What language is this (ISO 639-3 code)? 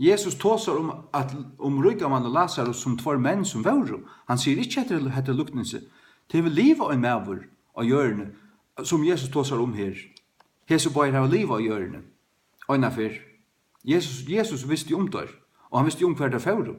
fao